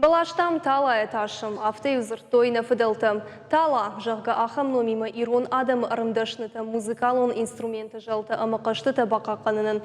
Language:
Ossetic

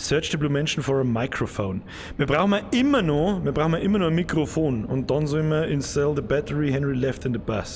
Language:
Bavarian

